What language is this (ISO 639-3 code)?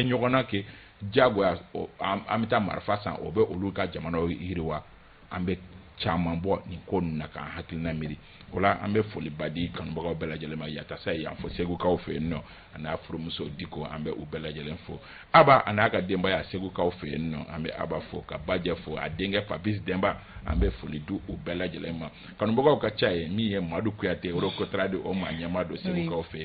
bam